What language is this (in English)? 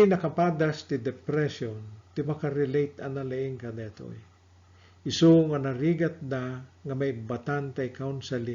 Iloko